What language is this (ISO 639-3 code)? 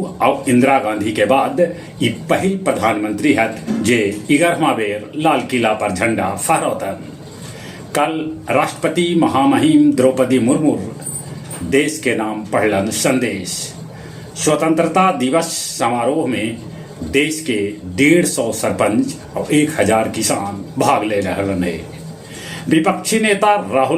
mag